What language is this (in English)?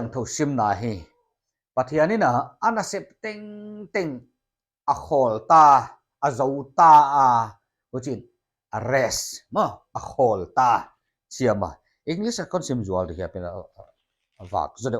Paite Chin